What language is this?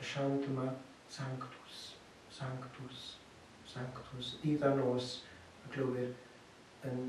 Welsh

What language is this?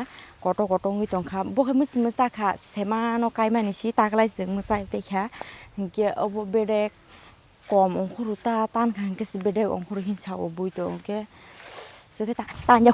Kok Borok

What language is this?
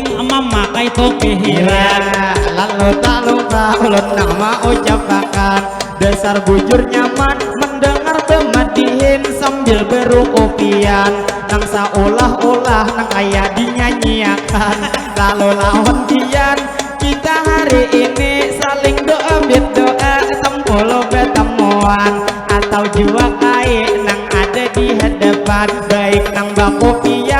Banjar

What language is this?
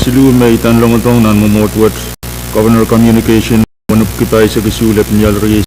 Pohnpeian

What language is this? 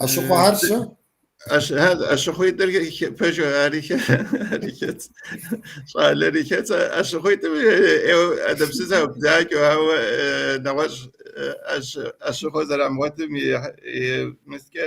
Kabardian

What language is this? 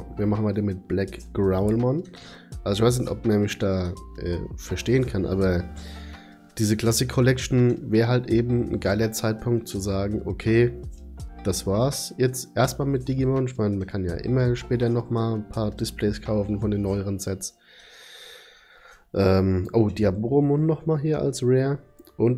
German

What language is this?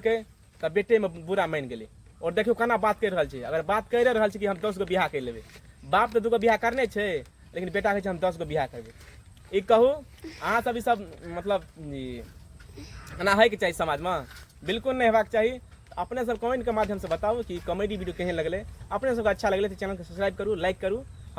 Maithili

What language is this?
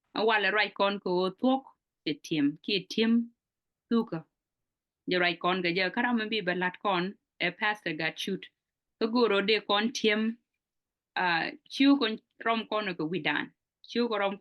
Nuer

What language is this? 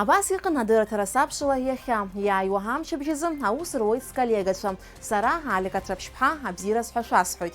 Abkhazian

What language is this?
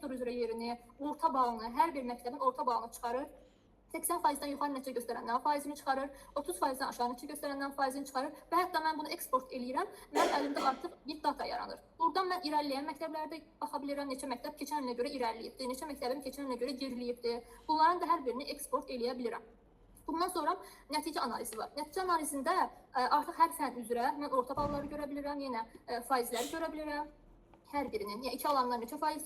Azerbaijani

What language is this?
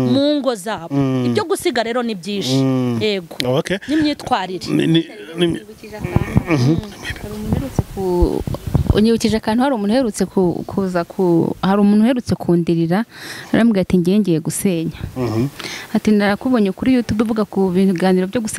Kinyarwanda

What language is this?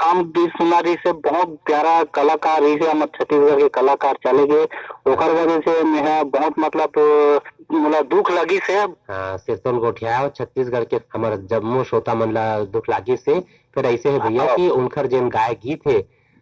Chhattisgarhi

